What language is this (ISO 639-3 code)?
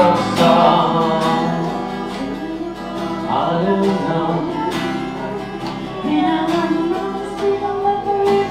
fin